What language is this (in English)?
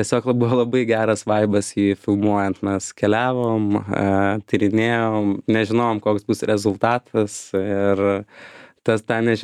Lithuanian